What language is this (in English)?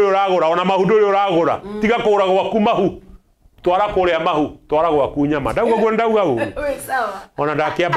Kikuyu